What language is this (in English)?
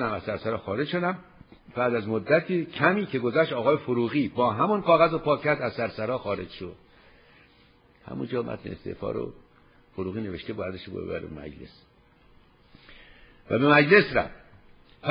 Persian